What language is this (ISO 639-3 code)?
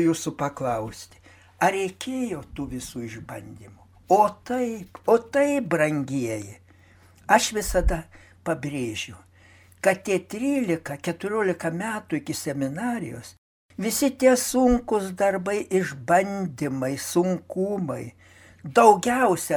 lit